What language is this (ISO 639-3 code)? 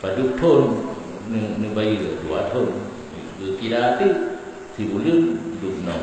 ace